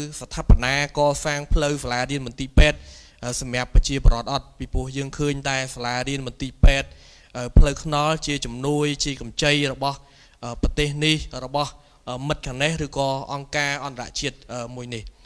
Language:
Khmer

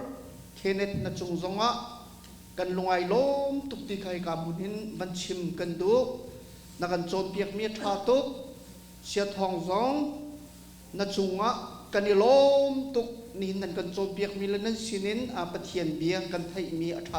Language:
Hakha Chin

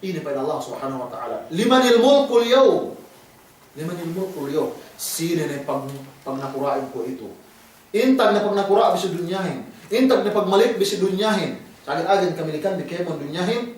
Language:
Yakan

